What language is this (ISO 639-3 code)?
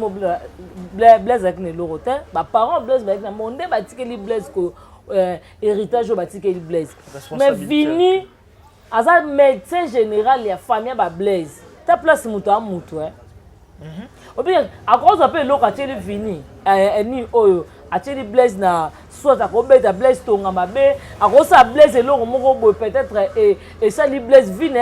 lin